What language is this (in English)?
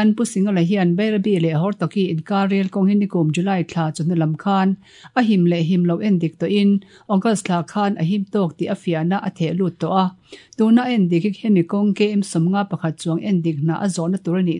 Mizo